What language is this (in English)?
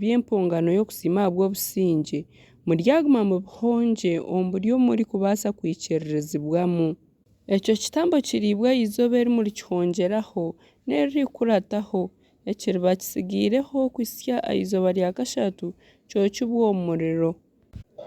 Nyankole